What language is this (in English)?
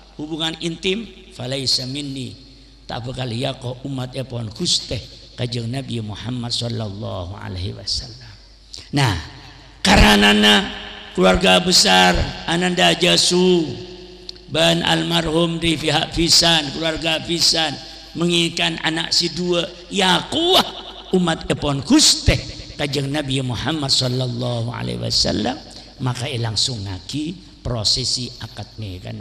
Madurese